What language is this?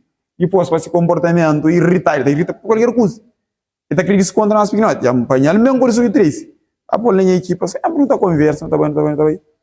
Kabuverdianu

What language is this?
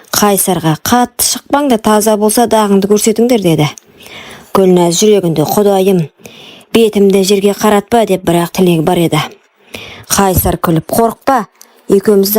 Kazakh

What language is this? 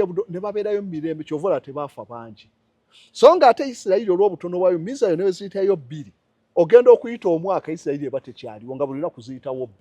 Ganda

